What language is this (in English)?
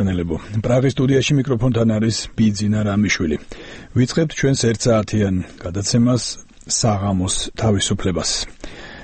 Georgian